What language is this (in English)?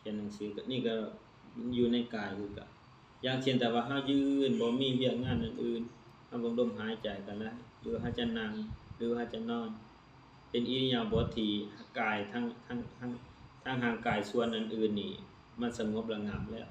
Lao